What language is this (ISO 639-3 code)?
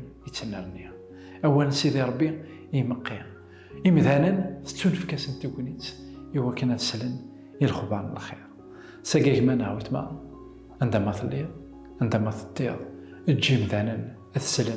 kab